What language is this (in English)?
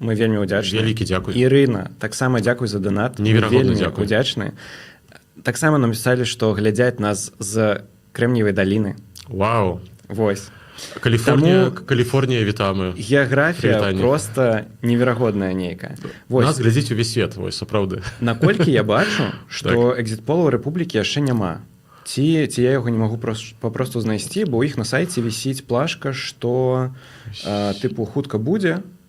Belarusian